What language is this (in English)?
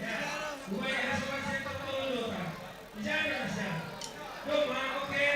Batak Simalungun